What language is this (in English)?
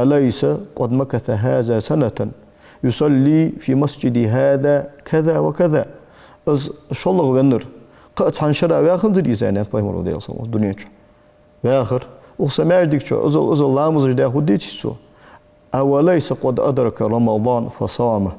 Ingush